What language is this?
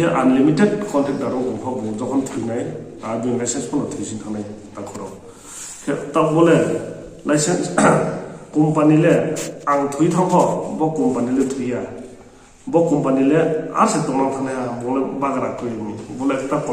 Riang (India)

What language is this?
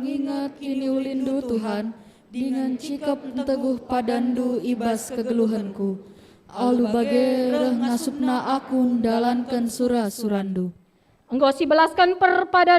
Batak Karo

